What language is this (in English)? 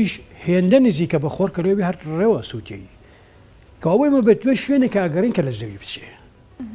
Central Kurdish